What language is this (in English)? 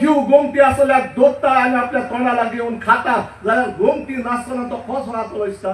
Konkani